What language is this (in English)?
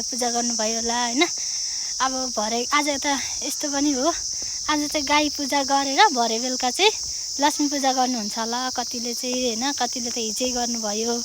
Nepali